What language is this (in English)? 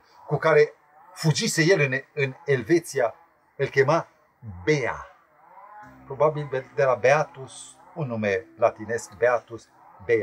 Romanian